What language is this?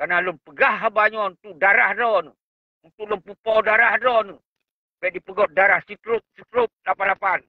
Achinese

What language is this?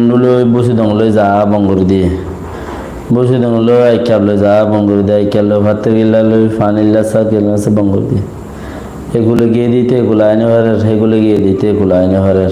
Rohingya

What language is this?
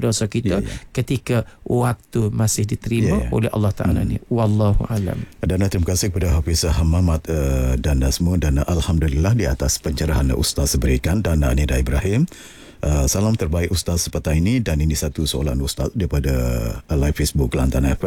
Malay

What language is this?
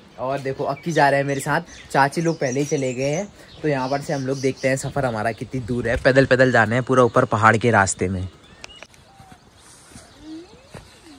Hindi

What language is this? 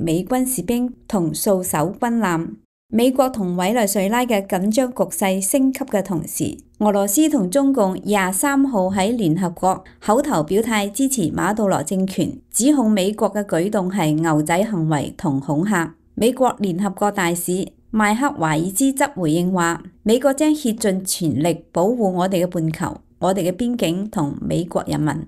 Cantonese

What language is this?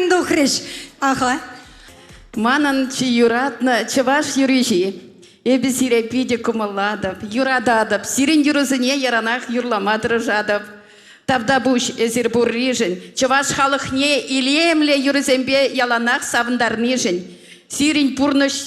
Chuvash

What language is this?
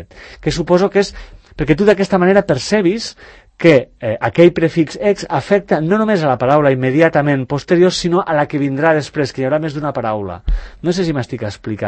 Catalan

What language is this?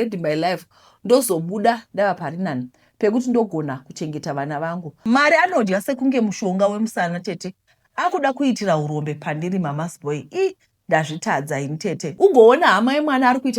Shona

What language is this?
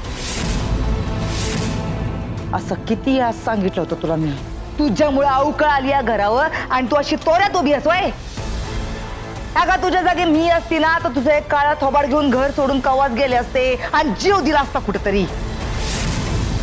Marathi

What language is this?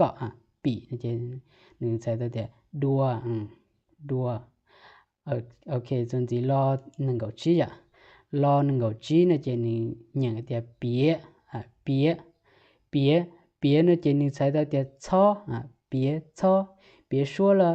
Hmong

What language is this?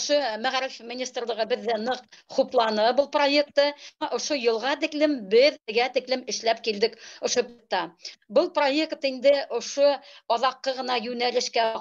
Bashkir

